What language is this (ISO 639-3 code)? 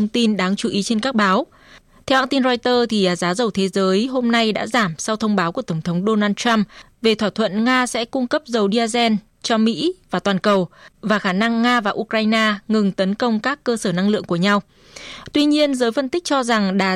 vie